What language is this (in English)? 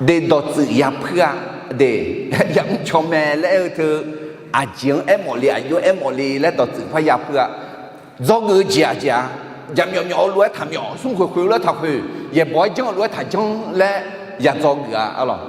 Akha